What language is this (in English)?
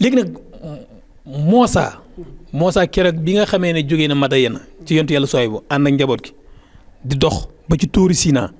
Wolof